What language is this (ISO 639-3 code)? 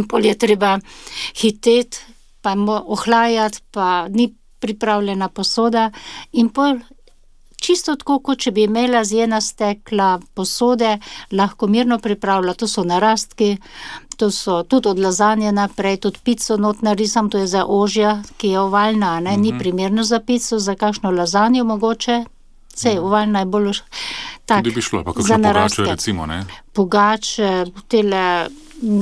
slv